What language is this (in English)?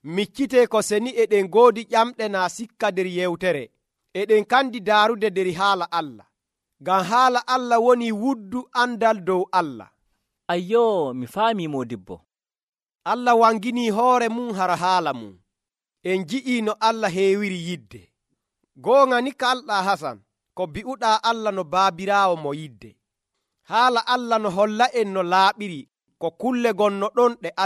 Nigerian Fulfulde